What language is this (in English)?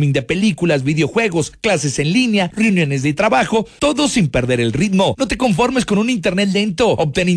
Spanish